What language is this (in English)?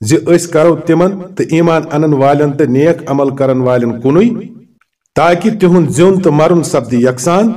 Kashmiri